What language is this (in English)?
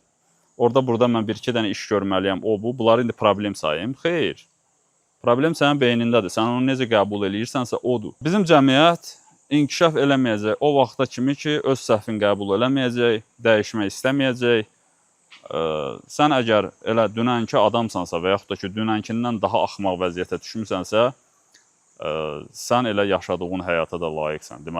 Azerbaijani